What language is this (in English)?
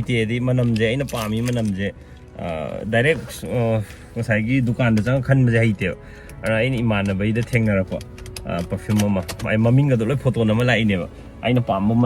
Manipuri